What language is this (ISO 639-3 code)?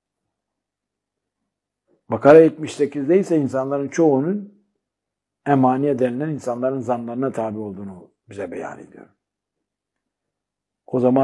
tur